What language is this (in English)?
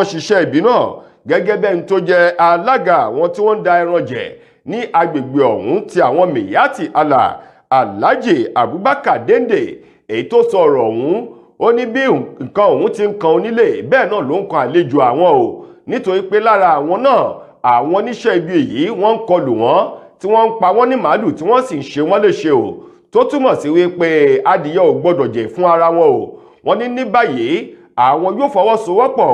Yoruba